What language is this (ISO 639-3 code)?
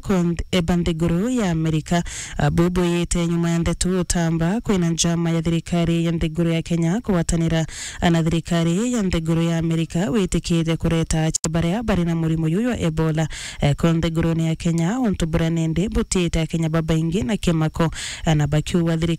mer